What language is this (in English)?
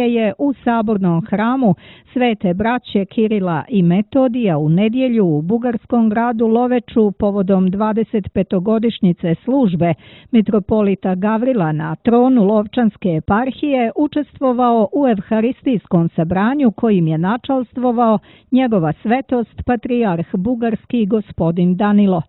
Serbian